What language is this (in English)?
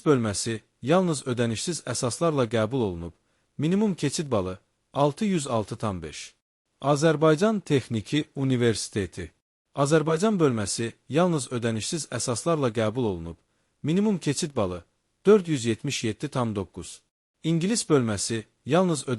Azerbaijani